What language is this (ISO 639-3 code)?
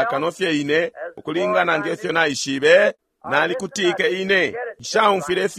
bem